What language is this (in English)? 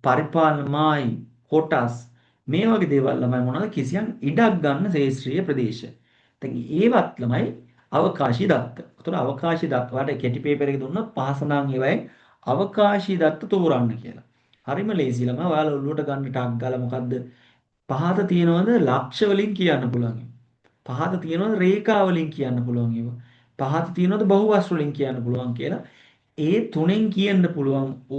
Sinhala